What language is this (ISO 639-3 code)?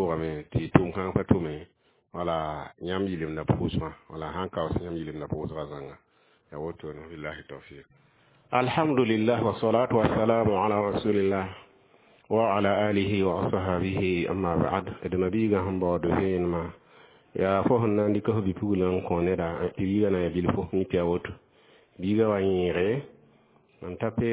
mos